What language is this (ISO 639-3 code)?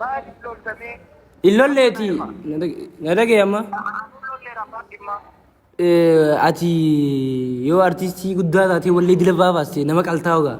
orm